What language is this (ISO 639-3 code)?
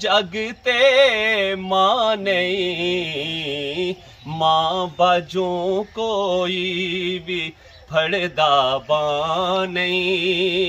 phr